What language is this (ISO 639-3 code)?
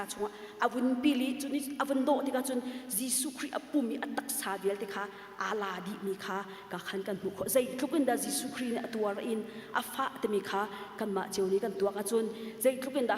cnh